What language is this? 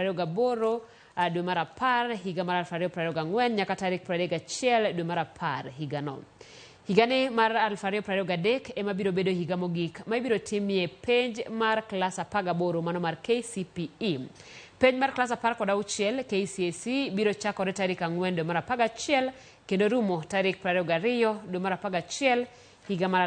Luo (Kenya and Tanzania)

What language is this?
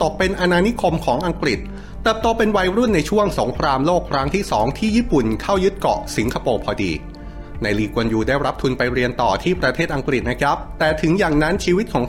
Thai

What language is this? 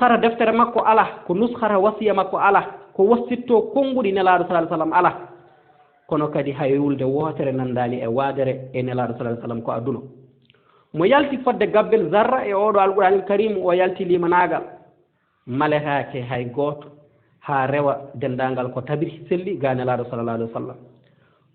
Fula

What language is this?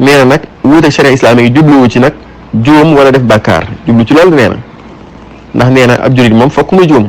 Wolof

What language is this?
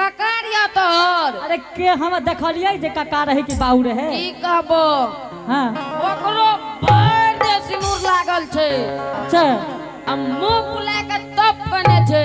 Angika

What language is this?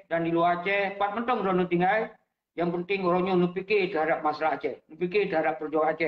Achinese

